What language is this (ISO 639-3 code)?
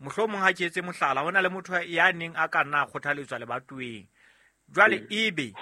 sot